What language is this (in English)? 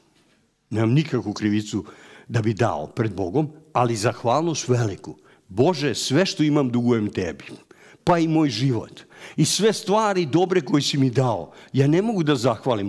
Serbian